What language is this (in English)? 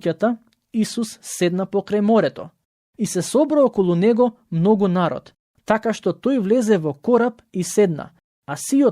Macedonian